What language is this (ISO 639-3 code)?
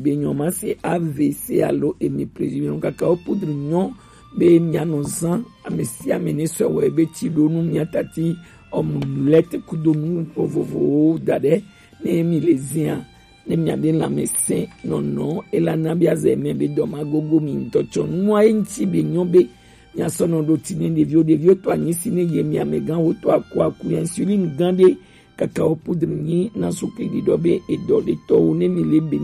gej